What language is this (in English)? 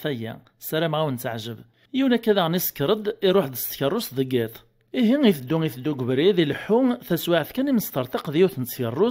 Kabyle